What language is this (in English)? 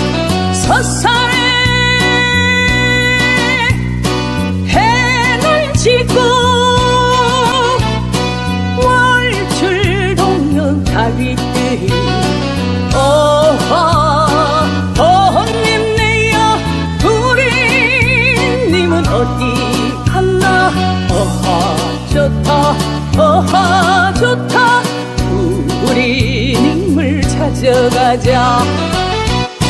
Korean